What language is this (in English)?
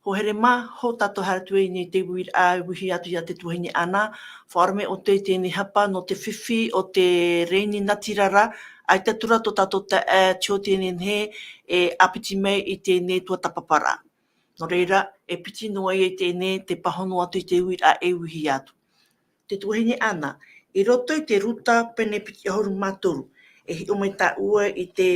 Tahitian